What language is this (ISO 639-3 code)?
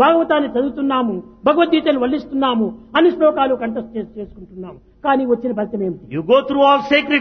tel